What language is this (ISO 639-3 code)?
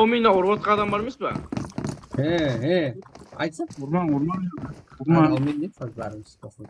kaa